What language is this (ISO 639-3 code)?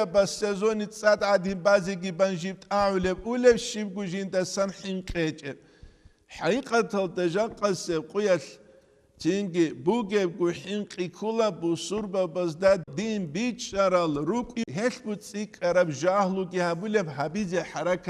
ava